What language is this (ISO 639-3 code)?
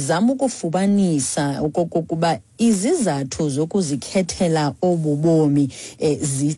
xho